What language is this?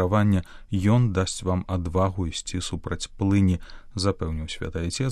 Belarusian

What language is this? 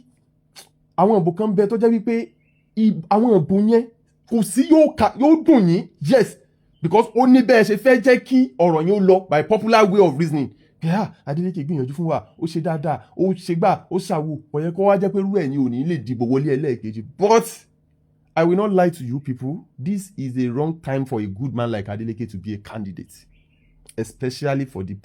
Yoruba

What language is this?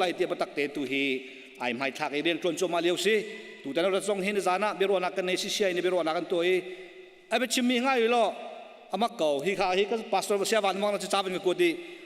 Hakha Chin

